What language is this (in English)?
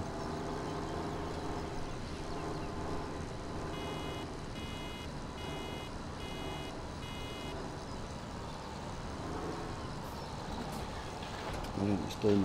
Danish